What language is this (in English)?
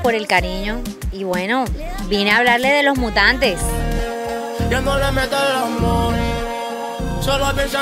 Spanish